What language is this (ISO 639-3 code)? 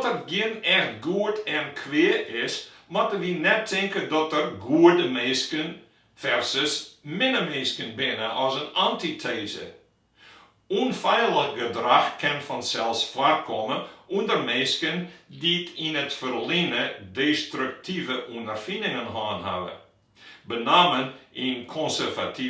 fry